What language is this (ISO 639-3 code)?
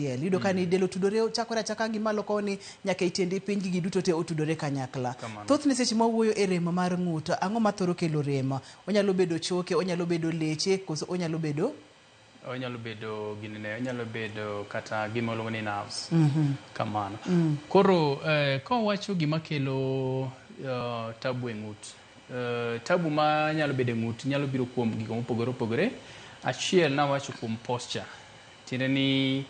luo